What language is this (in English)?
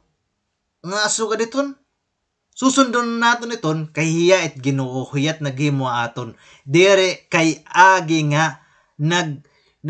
Waray